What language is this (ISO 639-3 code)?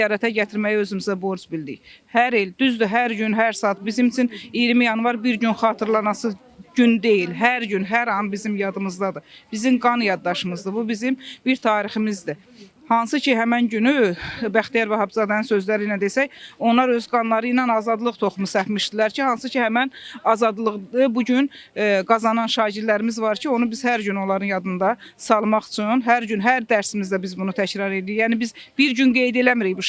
aze